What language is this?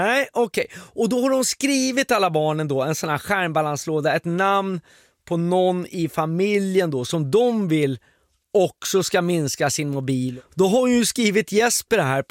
Swedish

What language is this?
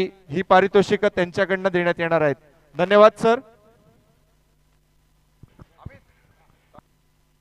Marathi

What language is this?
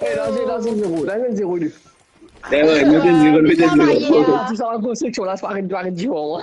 Morisyen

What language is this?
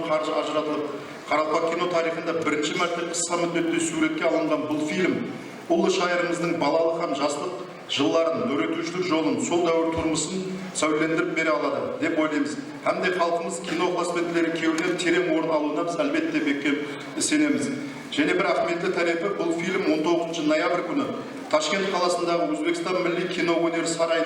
Kara-Kalpak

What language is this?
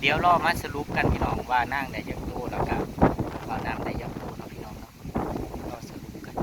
Northeastern Thai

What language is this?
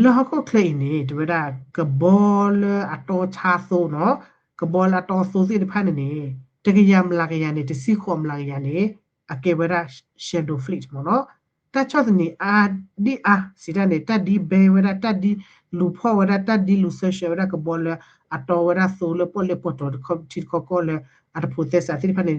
S'gaw Karen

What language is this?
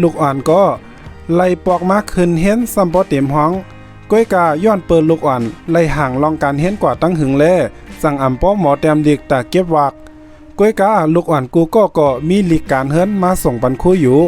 Shan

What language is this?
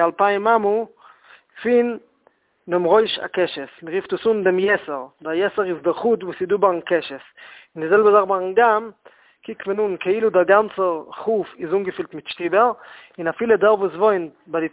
Yiddish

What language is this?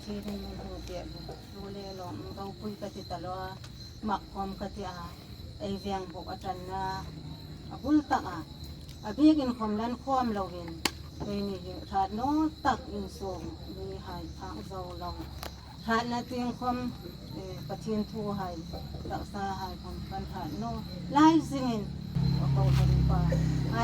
Hmar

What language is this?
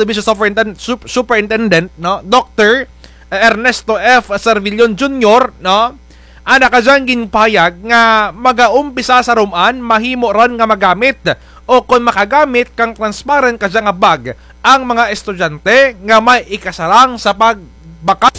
Kinaray-a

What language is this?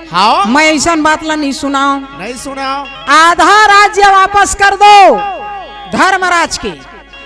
Chhattisgarhi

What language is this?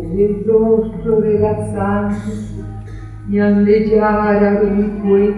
Guarani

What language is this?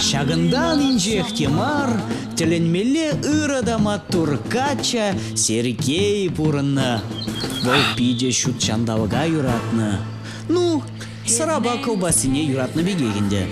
Chuvash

